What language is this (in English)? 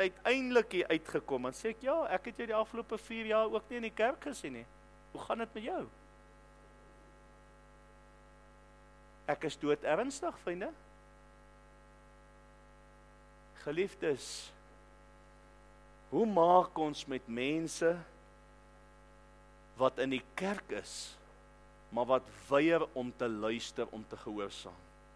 Afrikaans